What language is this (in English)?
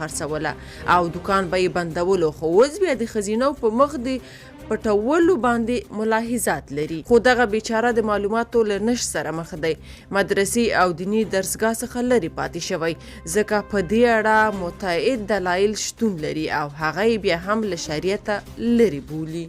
Pashto